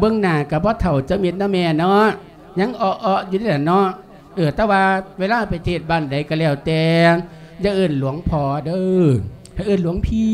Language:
Lao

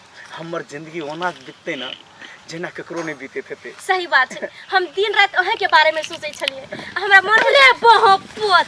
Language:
Maithili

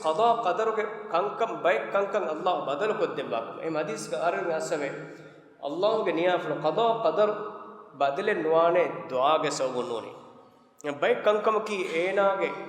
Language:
Divehi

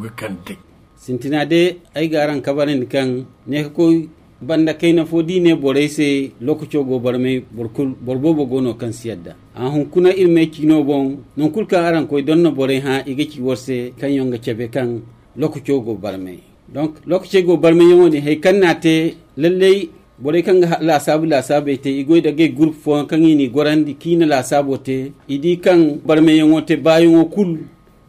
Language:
Zarma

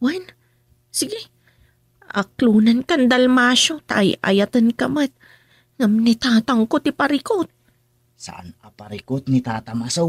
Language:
Iloko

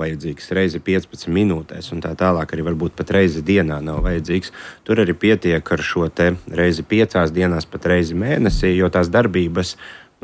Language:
Latvian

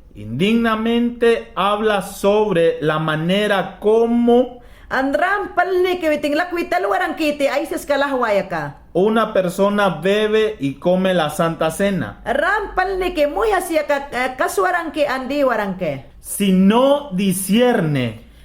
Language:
Mayangna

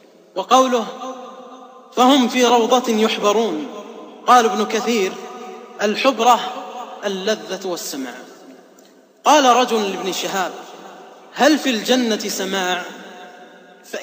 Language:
Arabic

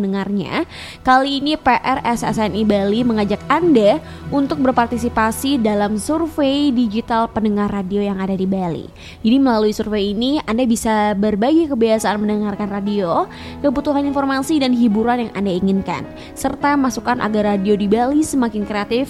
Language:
Indonesian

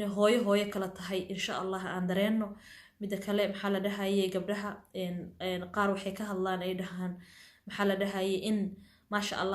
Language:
Somali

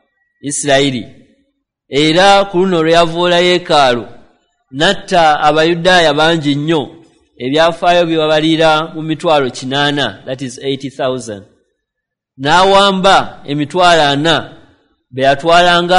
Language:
Ganda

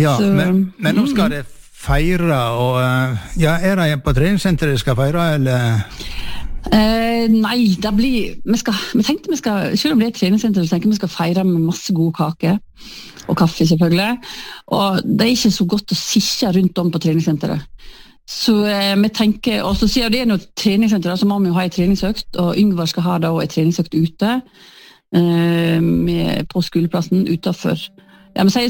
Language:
Norwegian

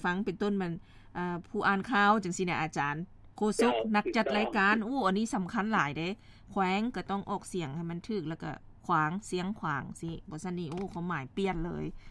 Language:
Lao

